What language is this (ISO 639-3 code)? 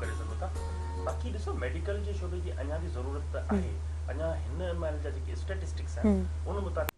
snd